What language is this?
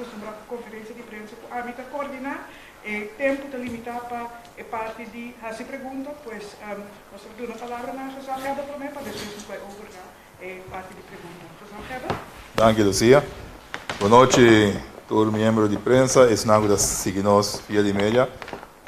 Papiamento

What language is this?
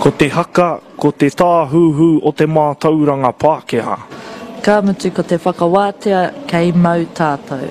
Māori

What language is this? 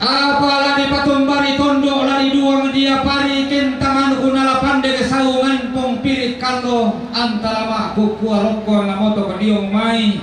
Toraja-Sa'dan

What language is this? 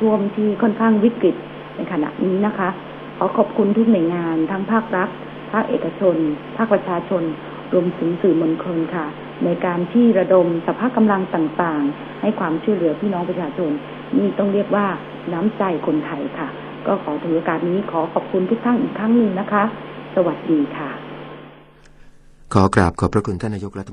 Thai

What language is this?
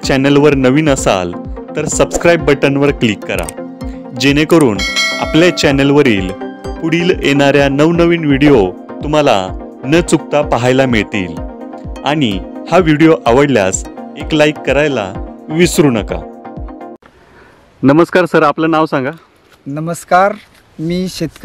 Marathi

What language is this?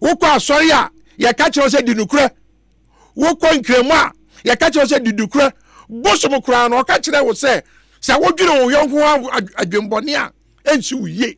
Akan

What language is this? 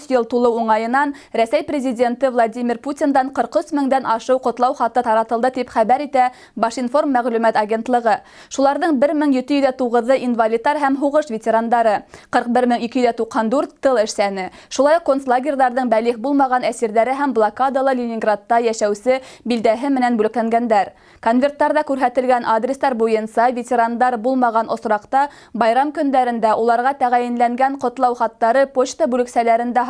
Bashkir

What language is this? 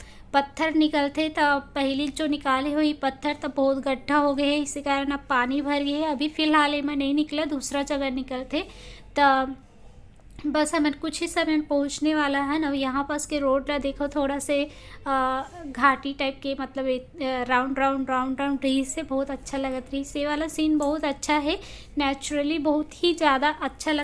Chhattisgarhi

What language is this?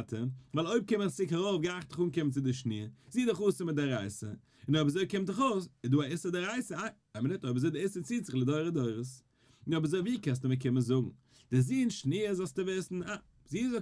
Yiddish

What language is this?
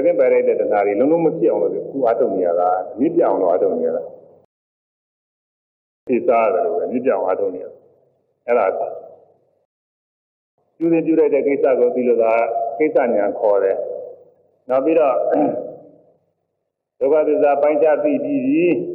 Burmese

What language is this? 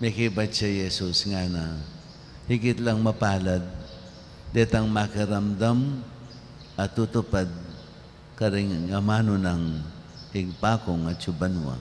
Pampanga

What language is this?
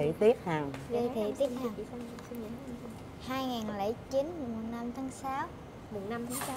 Vietnamese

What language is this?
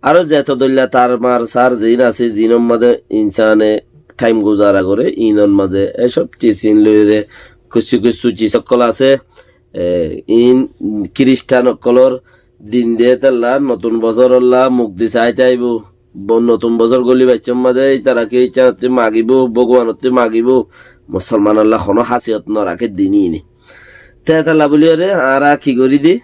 Rohingya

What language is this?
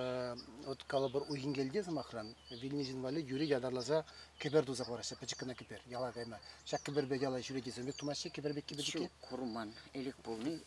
Chuvash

